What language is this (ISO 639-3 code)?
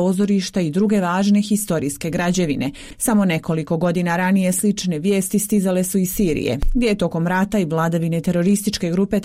bos